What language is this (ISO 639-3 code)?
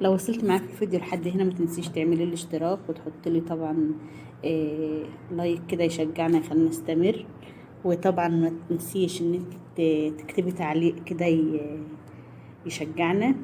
arz